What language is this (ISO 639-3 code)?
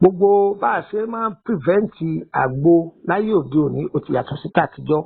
yor